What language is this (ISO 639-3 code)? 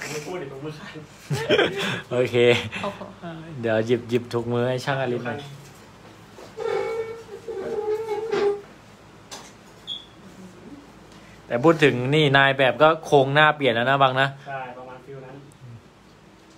tha